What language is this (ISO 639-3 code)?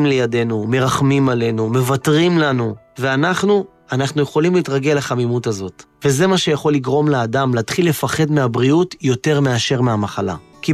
heb